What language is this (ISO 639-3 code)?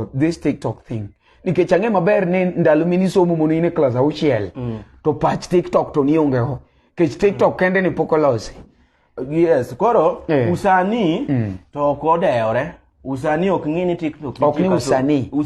luo